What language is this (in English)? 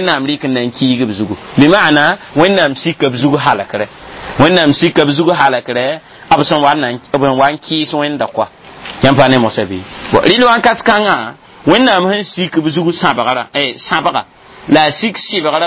Mossi